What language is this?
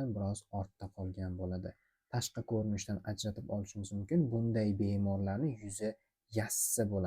Uzbek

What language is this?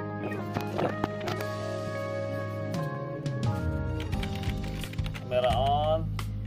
Indonesian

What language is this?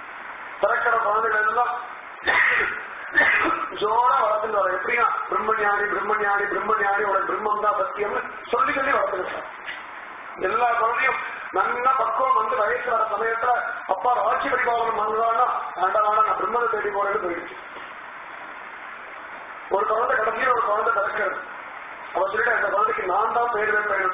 Tamil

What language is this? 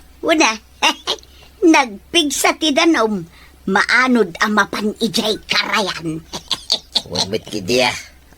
Iloko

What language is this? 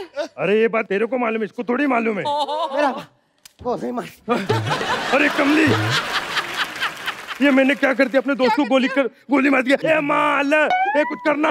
Hindi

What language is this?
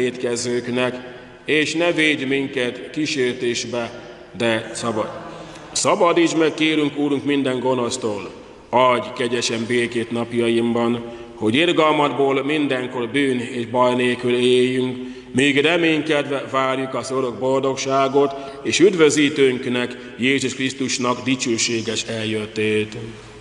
Hungarian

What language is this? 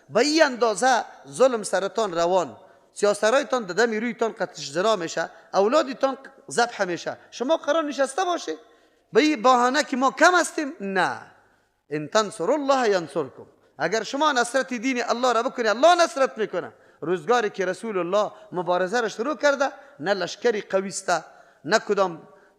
Persian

